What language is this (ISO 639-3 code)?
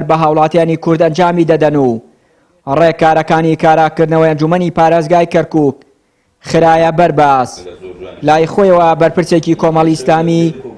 ckb